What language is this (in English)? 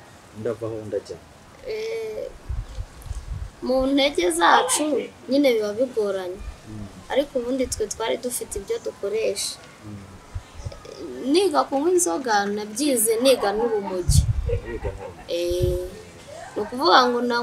Kinyarwanda